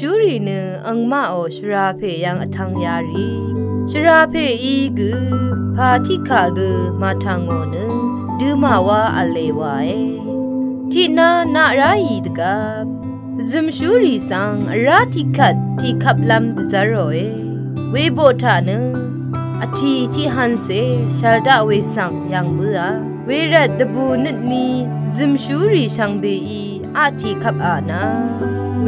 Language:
Rawang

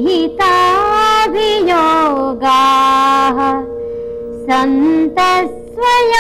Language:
Sanskrit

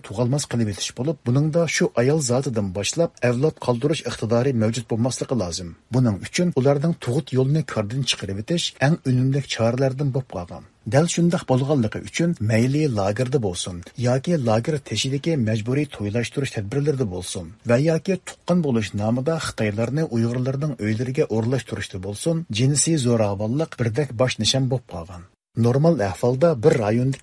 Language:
Uyghur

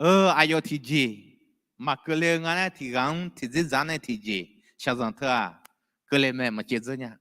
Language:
Akha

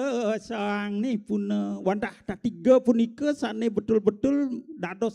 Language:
Balinese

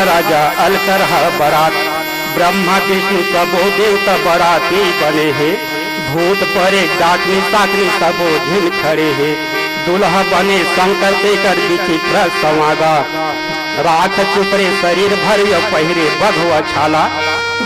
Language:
Chhattisgarhi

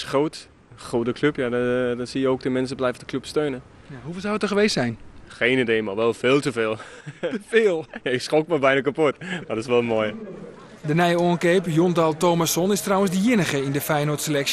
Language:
Western Frisian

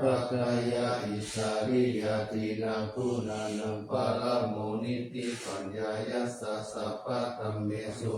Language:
Pali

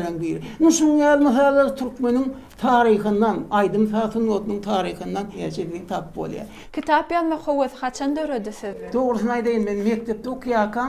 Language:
Turkmen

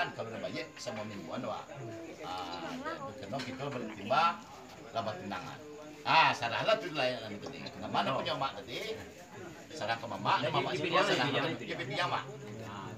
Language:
Minangkabau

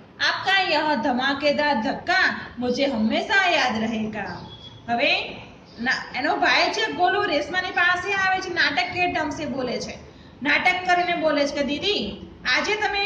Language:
Gujarati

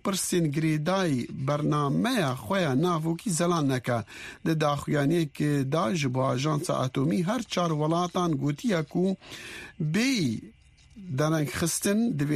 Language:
Kurdish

